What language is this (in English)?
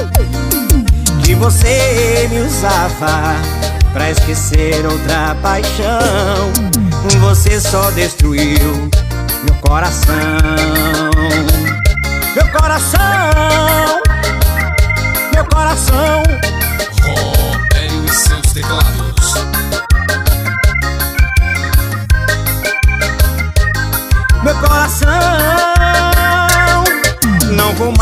Portuguese